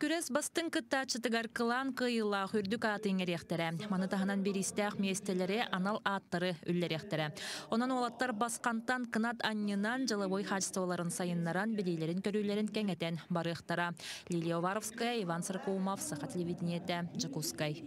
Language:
Yakut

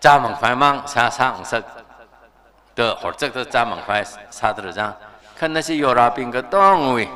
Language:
Tangkhul Naga (India)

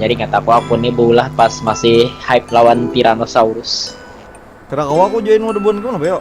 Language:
Banjar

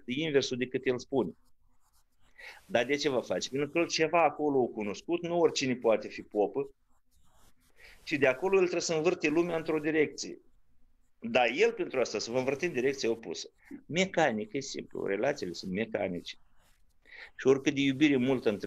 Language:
Romanian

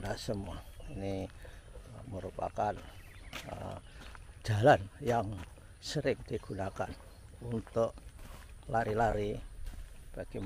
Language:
Indonesian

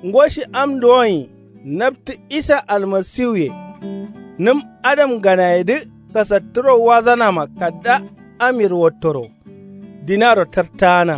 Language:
Kanuri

